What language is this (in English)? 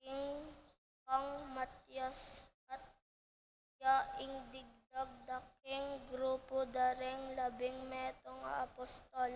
Pampanga